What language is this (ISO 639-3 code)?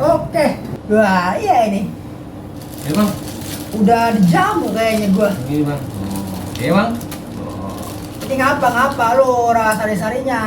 bew